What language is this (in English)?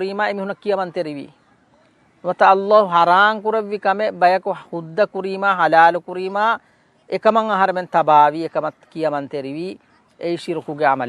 Divehi